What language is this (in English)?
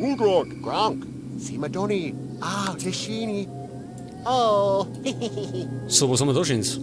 Bavarian